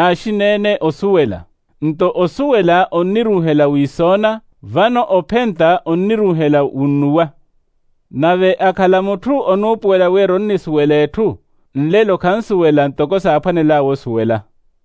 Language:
Makhuwa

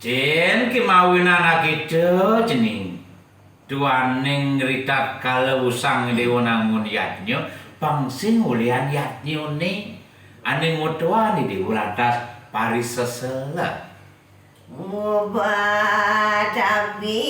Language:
Balinese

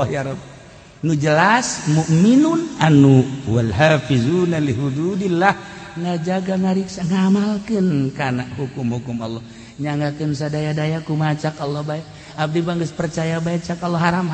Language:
Sundanese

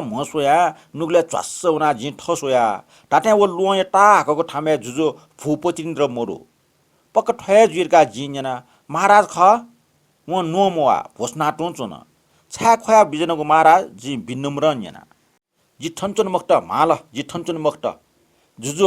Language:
Newari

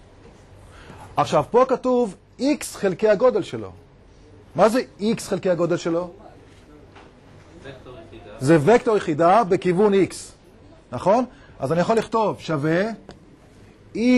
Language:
Hebrew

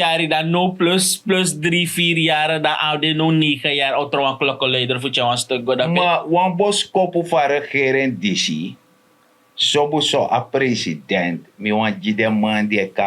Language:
Sranan Tongo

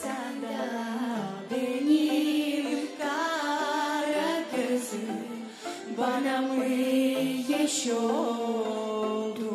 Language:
Gagauz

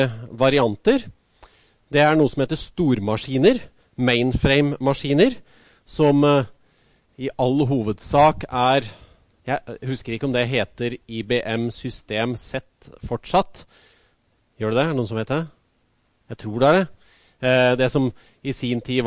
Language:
Norwegian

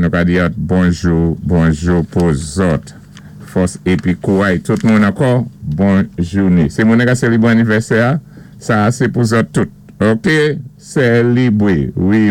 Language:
Saint Lucian Creole French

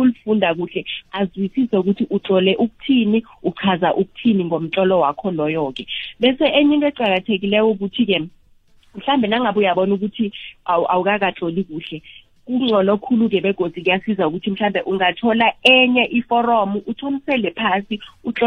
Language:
South Ndebele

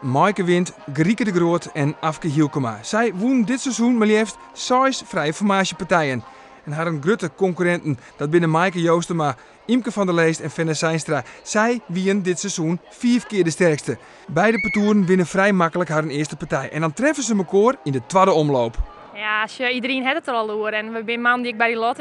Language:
Western Frisian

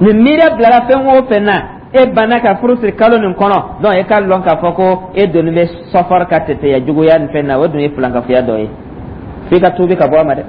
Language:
Dyula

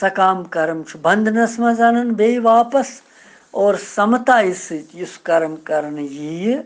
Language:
Kashmiri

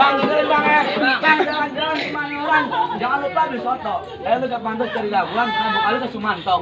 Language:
Betawi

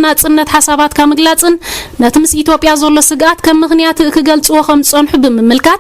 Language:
Tigrinya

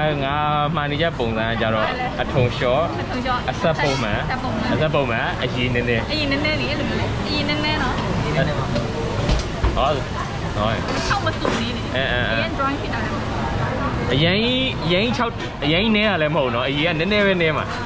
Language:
Burmese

